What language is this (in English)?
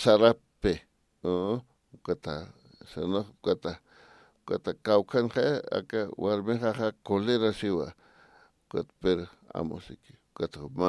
Aymara